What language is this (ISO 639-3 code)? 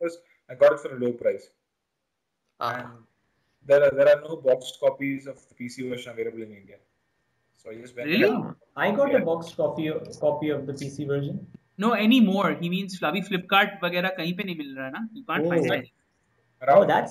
eng